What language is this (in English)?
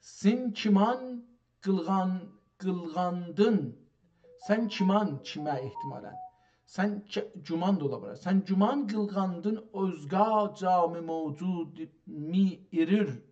South Azerbaijani